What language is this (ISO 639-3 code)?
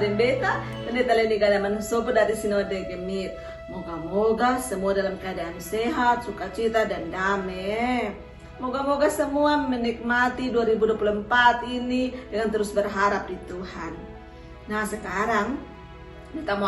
mkn